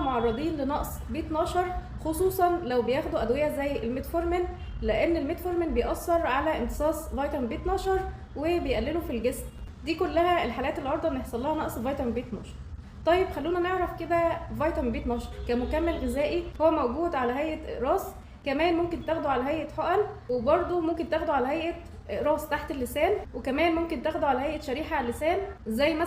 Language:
Egyptian Arabic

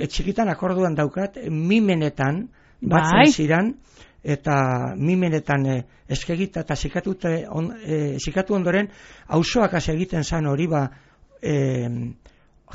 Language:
Basque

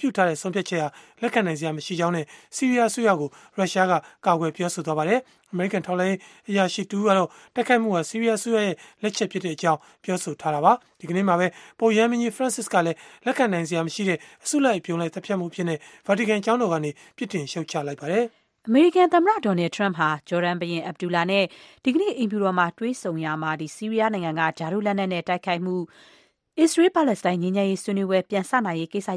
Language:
Burmese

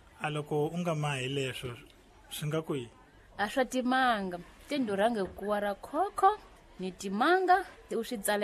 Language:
Tsonga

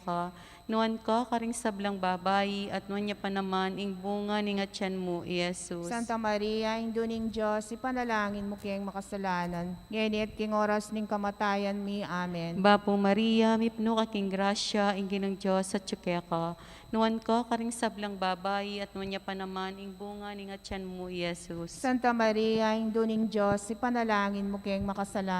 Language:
Pampanga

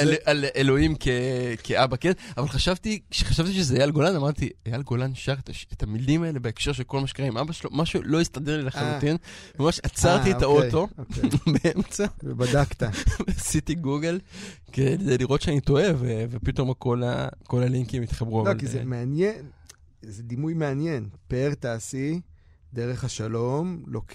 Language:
Hebrew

